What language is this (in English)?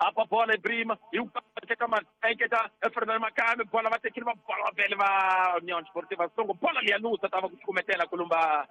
Tsonga